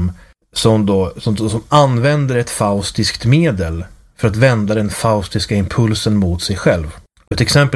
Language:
Swedish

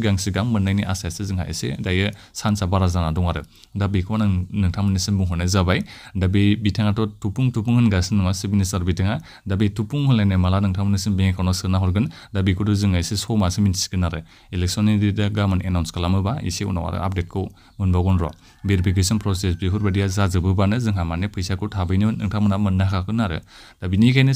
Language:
Bodo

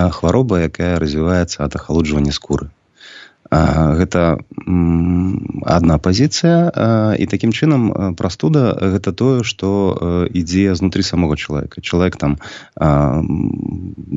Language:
Belarusian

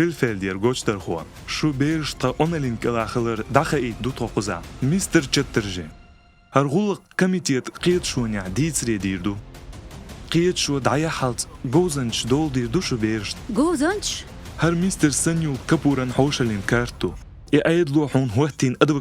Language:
Chechen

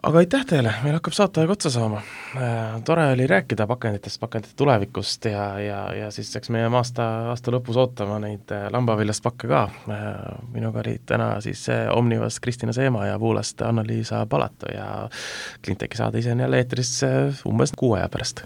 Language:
Estonian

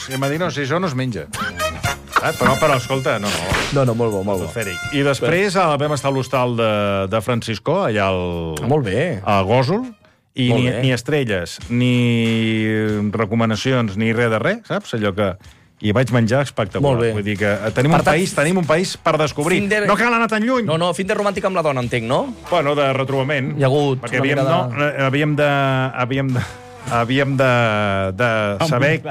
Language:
Catalan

